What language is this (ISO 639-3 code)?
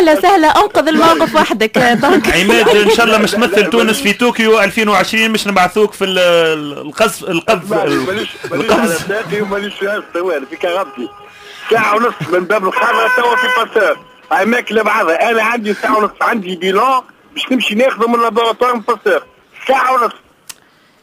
aeb